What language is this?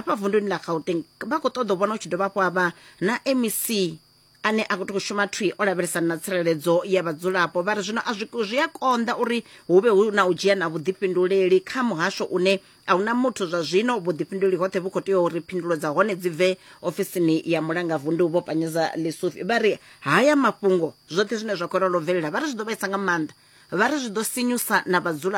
Venda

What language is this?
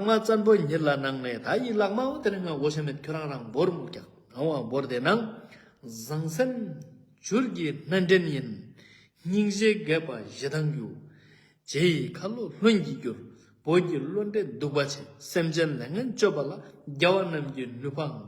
Ladakhi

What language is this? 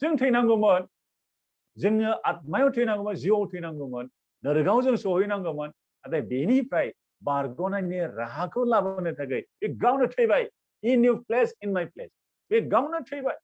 Bodo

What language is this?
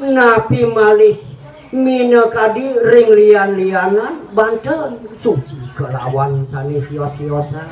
Balinese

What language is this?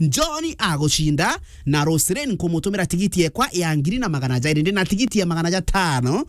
Meru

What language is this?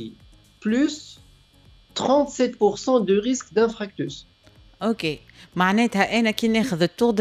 Tunisian Arabic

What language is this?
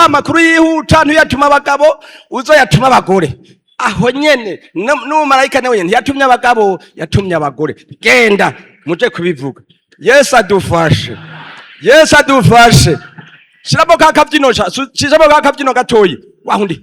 Rundi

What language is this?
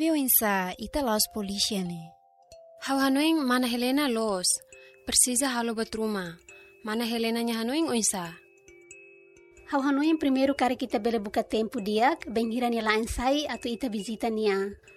Tetum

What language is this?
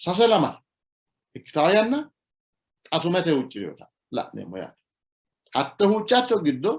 Sidamo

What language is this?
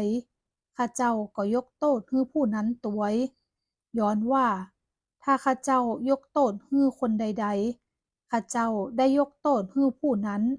Northern Thai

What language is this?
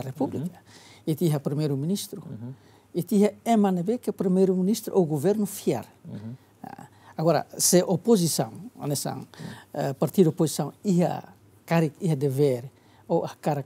Tetum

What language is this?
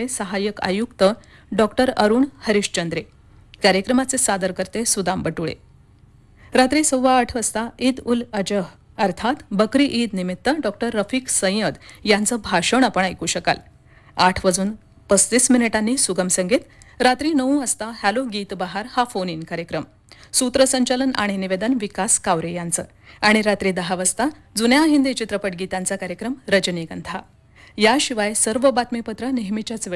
Marathi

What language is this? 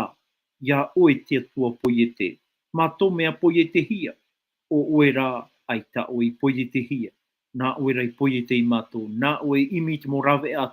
Tahitian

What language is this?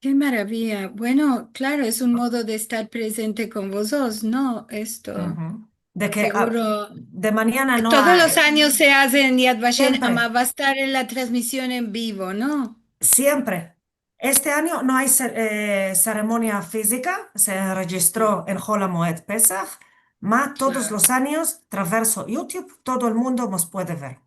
Ladino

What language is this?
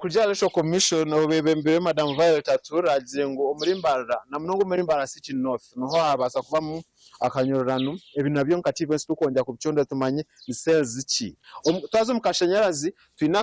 Nyankole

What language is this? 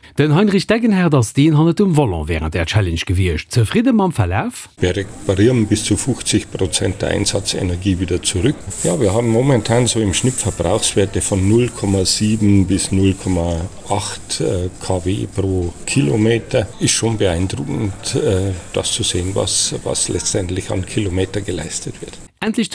Luxembourgish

